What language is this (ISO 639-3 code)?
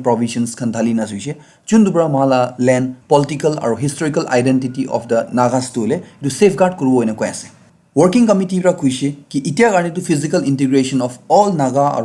nag